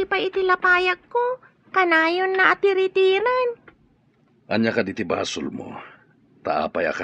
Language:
Iloko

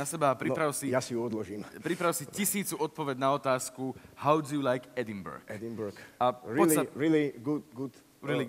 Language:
Slovak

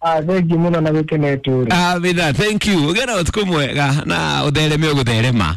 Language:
Kikuyu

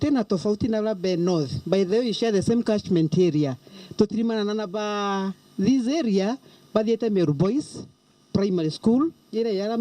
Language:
Meru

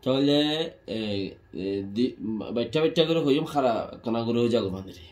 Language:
Rohingya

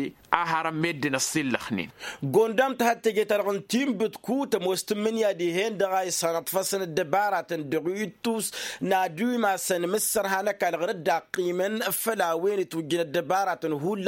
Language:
Tamasheq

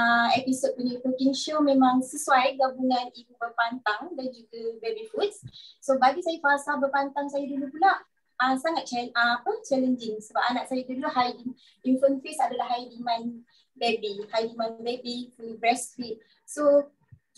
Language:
Malay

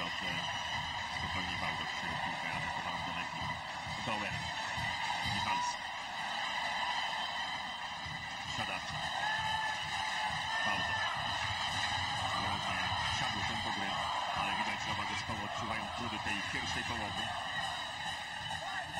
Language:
Polish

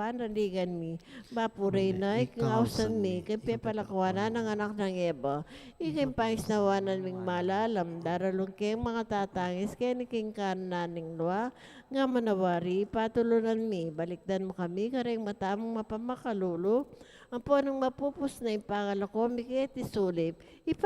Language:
Pampanga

